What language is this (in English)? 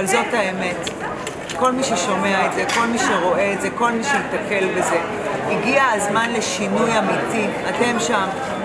Hebrew